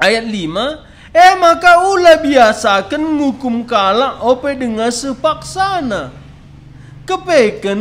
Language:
Batak Karo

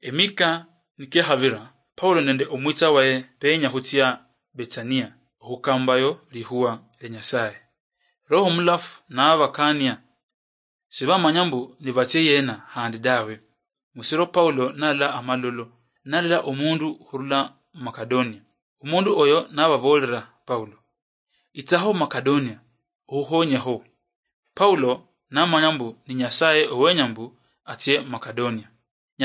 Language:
Luyia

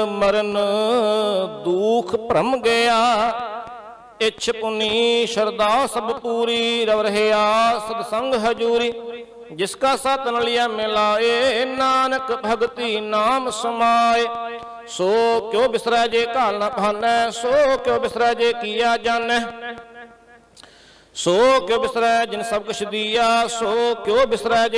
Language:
Punjabi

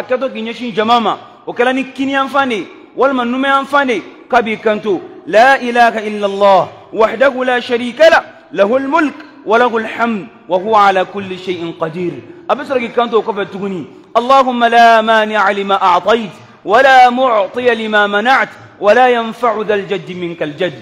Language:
Arabic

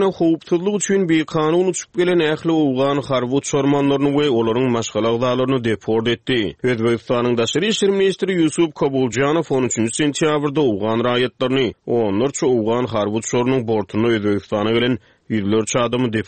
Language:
Turkmen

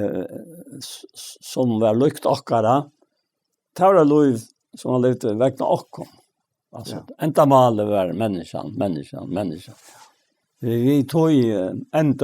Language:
Faroese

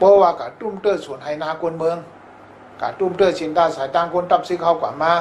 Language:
Shan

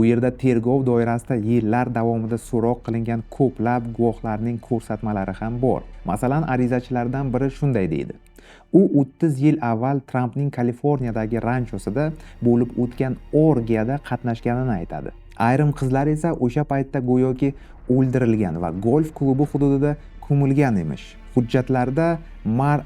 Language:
Uzbek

